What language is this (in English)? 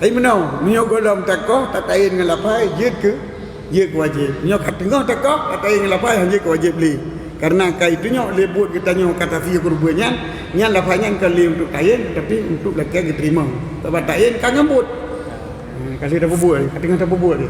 Achinese